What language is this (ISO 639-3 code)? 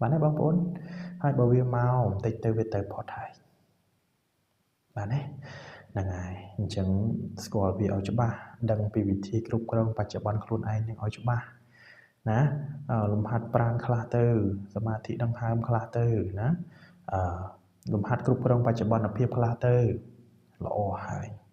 khm